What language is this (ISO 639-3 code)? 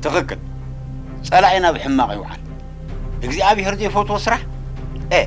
tir